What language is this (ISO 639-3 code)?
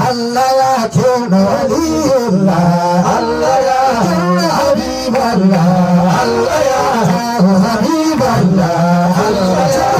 ful